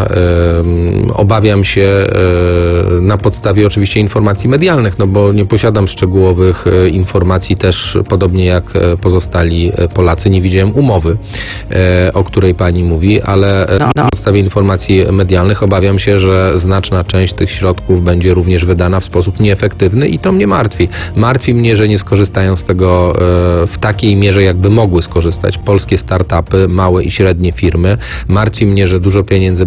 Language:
Polish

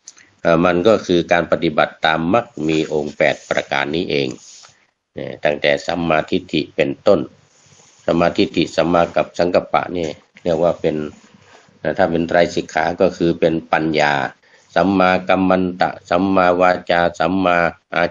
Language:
Thai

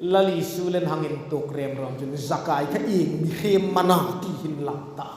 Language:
Hmar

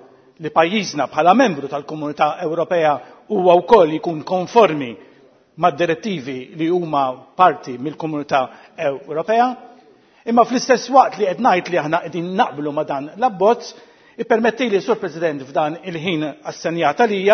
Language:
Maltese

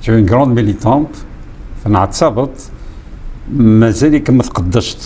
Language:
Kabyle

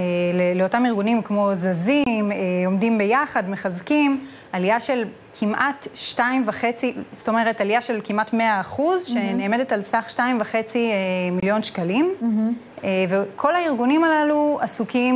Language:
Hebrew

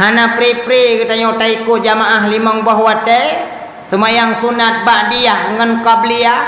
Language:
Achinese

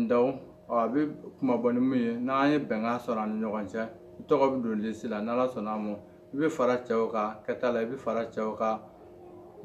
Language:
Bambara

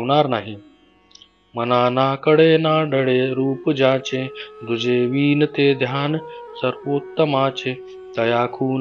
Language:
Marathi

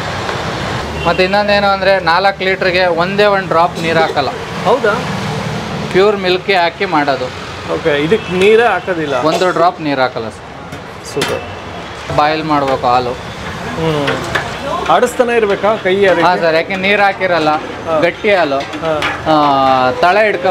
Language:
Kannada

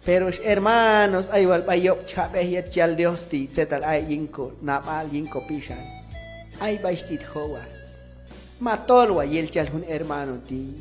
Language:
Q'anjob'al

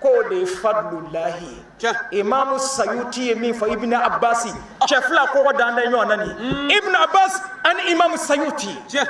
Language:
Bambara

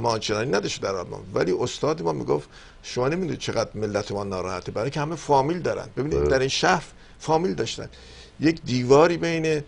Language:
Persian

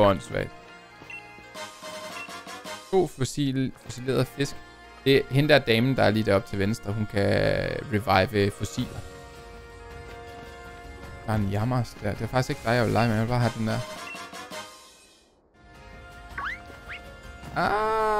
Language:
Danish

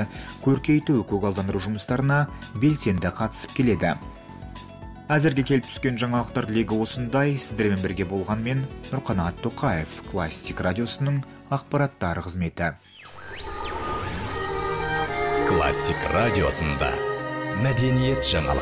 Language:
Kazakh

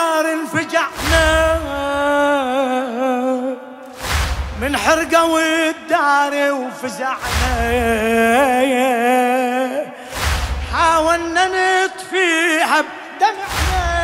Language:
Mesopotamian Arabic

